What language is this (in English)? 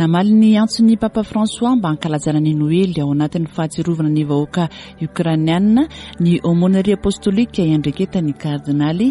Malagasy